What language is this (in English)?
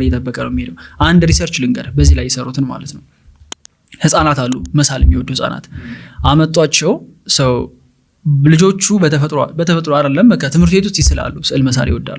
Amharic